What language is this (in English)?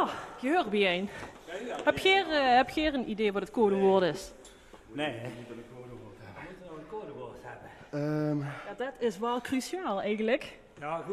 Limburgish